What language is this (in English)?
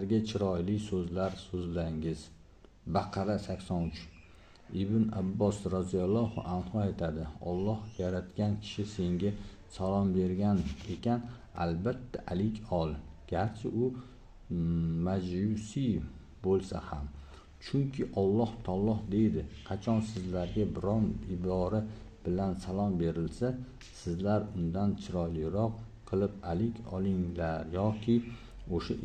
Uzbek